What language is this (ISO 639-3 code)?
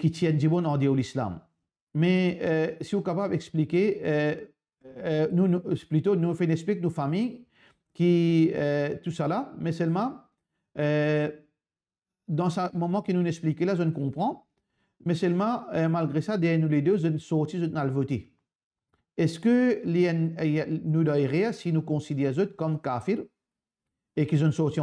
mfe